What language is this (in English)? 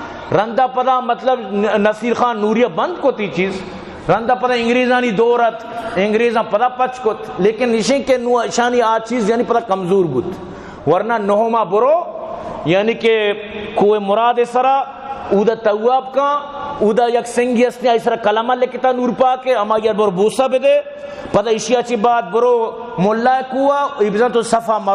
Baluchi